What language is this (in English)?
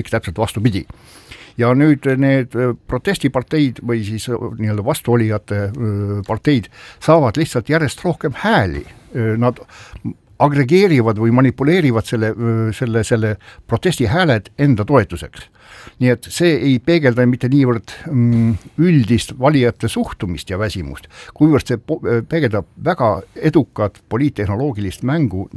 Estonian